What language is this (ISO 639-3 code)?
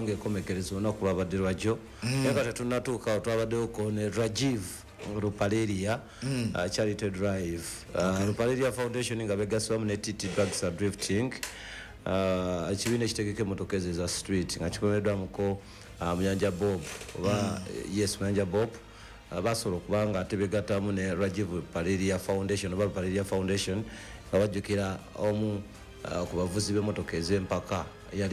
lug